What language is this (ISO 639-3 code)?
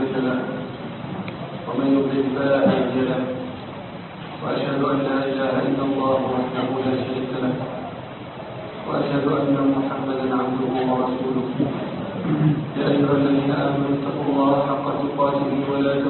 ara